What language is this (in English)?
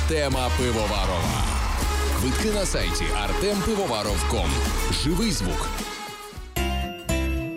Ukrainian